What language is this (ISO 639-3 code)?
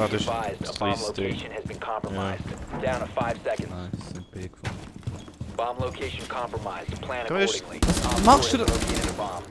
gsw